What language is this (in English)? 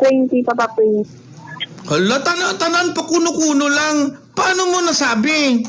Hiligaynon